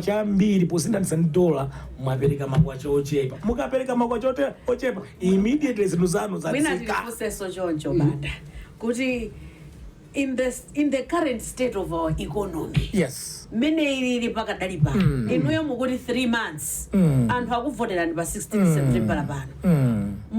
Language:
Nyanja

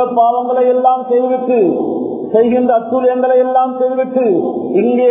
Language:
Tamil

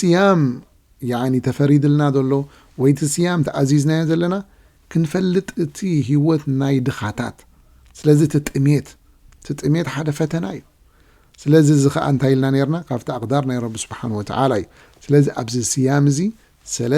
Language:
Tigrinya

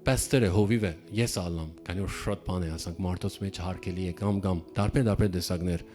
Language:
Western Armenian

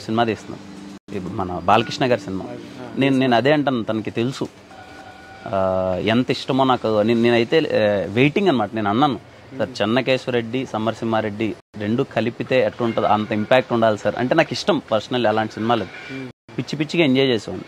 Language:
Telugu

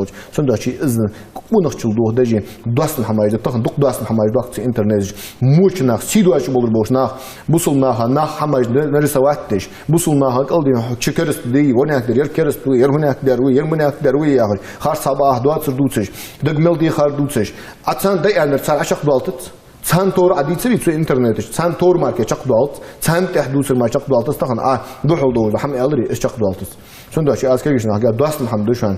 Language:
Ingush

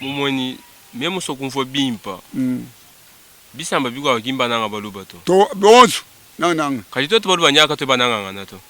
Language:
Luba-Lulua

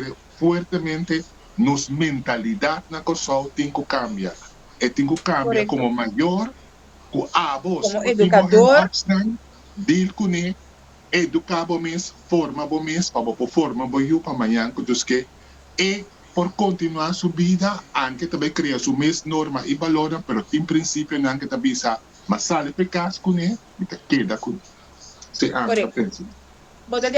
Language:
Papiamento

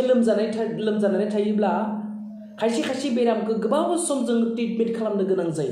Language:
Bodo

